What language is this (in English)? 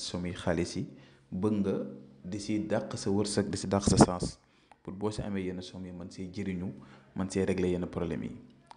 Wolof